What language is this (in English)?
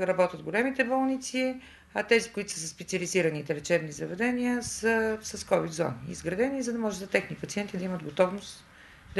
Bulgarian